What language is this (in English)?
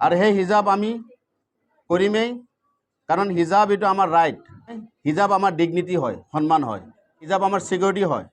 Assamese